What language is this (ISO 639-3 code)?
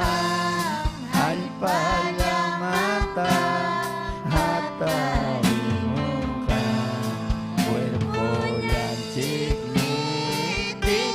quy